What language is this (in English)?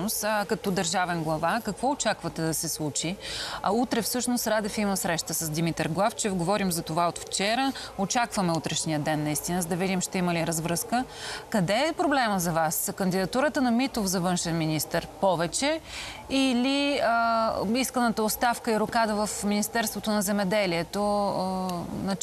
Bulgarian